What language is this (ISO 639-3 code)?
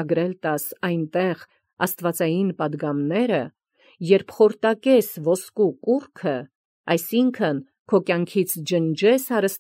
hye